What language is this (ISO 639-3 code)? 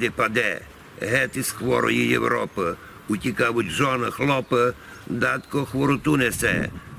rue